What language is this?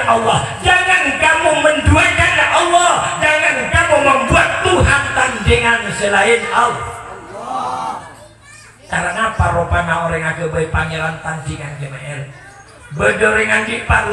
Madurese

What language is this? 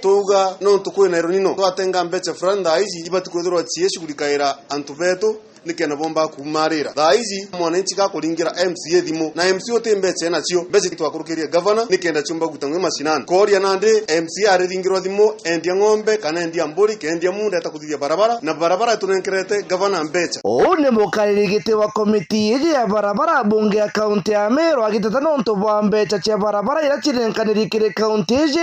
Meru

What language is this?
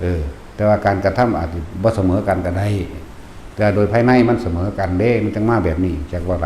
Lao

